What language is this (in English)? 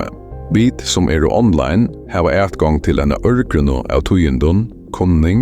Faroese